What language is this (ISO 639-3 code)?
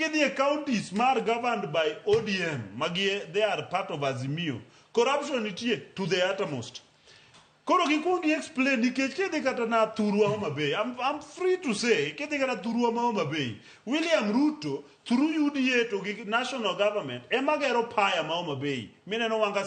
luo